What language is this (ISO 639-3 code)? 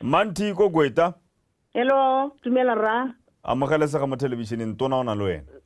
tsn